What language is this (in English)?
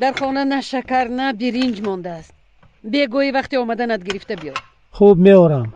Tajik